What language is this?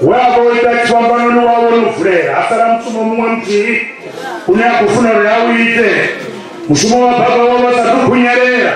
Venda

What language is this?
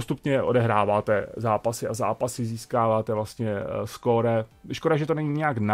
Czech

